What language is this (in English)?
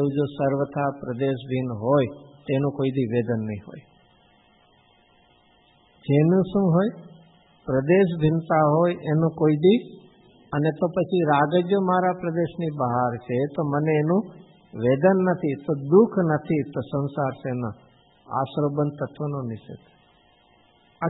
Gujarati